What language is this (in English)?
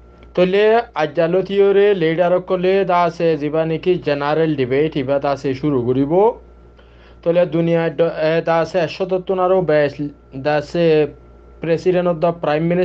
Rohingya